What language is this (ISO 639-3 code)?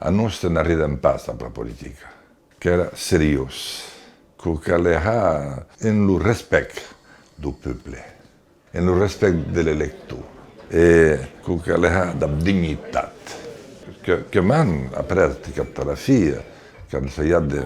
oci